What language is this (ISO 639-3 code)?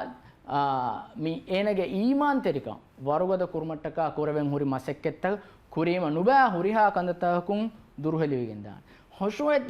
div